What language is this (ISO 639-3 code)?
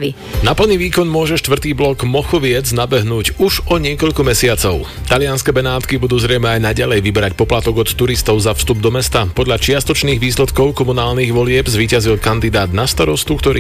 slk